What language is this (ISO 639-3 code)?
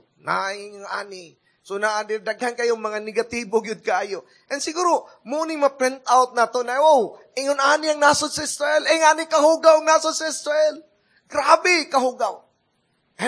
ceb